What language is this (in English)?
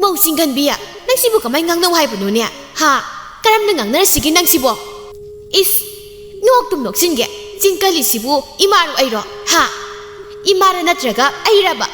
Manipuri